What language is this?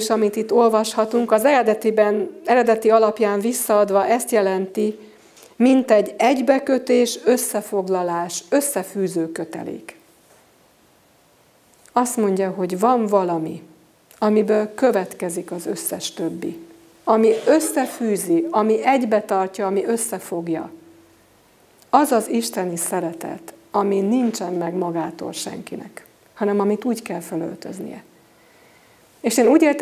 Hungarian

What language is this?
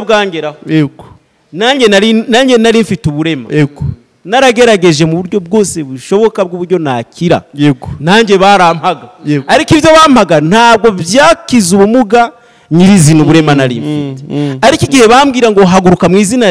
Kinyarwanda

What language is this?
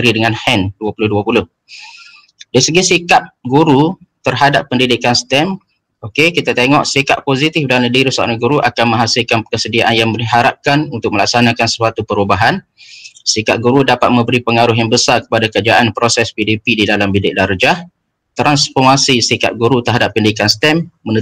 Malay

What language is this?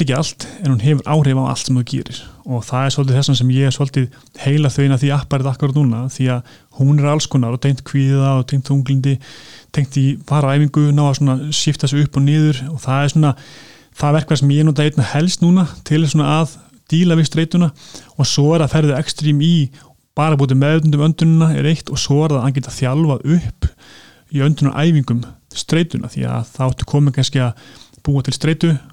Icelandic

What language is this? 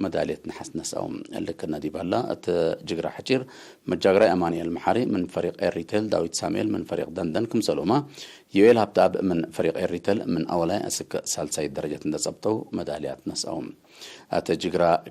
Tigre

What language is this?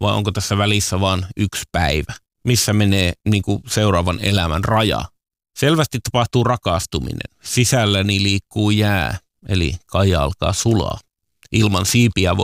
Finnish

